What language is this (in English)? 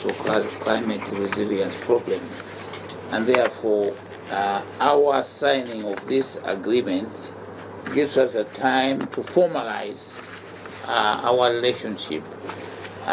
English